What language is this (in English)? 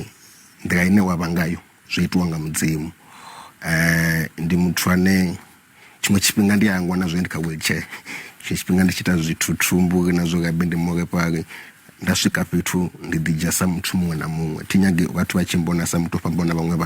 Venda